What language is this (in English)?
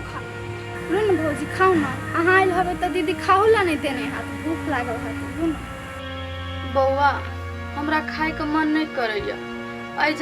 Maithili